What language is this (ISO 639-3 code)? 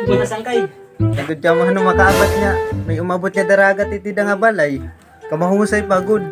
war